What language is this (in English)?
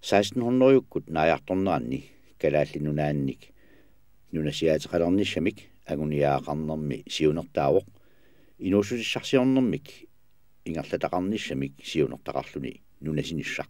Kalaallisut